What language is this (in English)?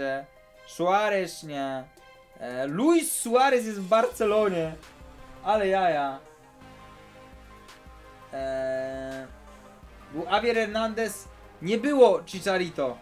Polish